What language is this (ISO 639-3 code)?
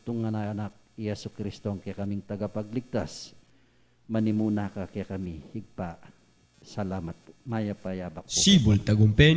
pam